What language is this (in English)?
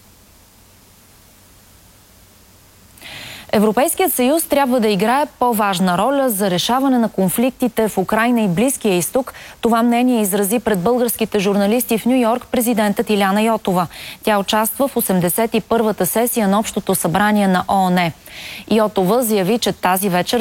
Bulgarian